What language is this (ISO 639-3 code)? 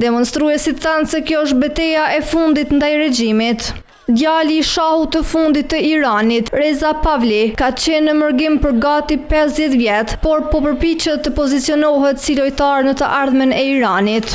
sqi